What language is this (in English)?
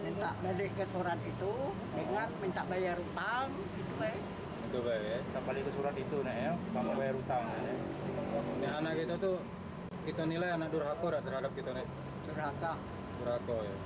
Musi